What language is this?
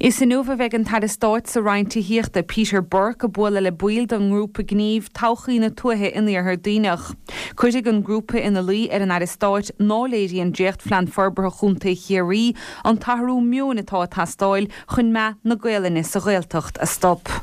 Irish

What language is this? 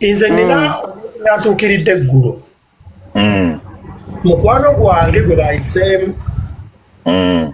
Ganda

